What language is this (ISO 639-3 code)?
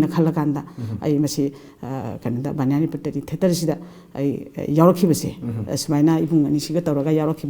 mni